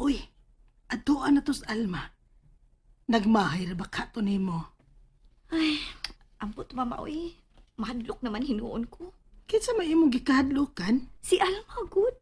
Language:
Cebuano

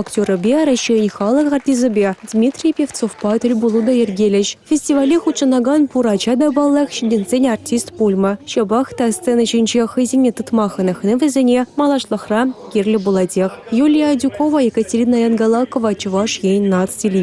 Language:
Chuvash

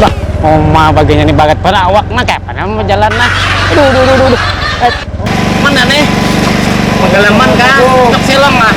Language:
Banjar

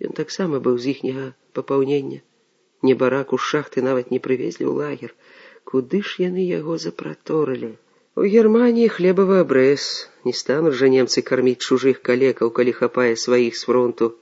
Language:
Belarusian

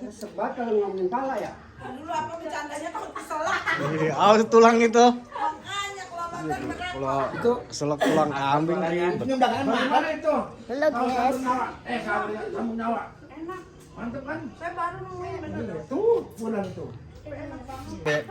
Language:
Betawi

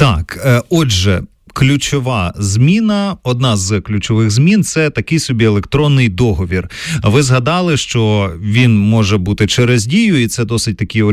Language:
Ukrainian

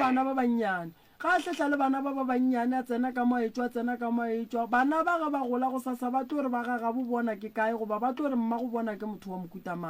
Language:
Northern Sotho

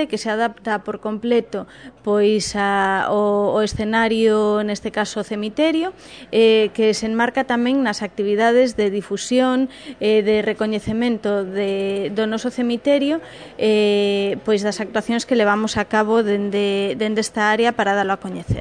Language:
Galician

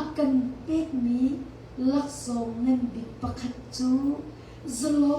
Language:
Hakha Chin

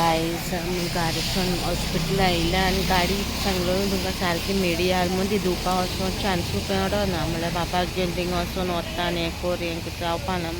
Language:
Konkani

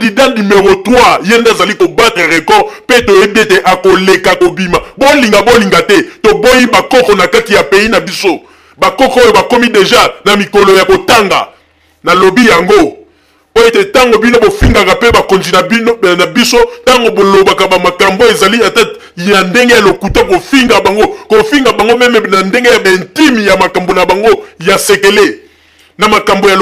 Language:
Lingala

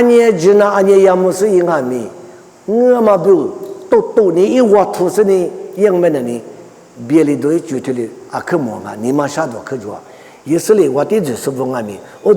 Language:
Lisu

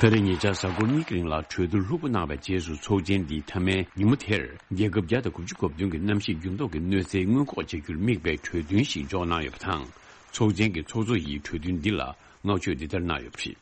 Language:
Tibetan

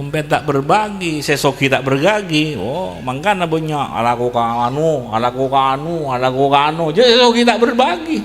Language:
Madurese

